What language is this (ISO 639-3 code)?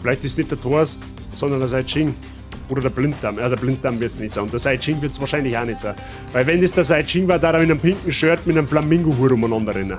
bar